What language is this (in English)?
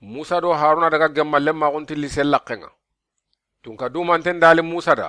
Soninke